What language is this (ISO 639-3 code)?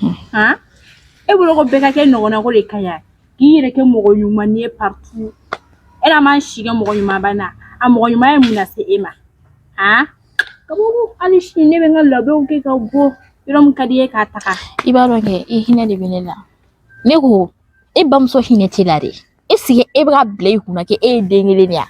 bam